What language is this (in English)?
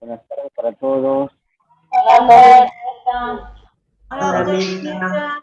Guarani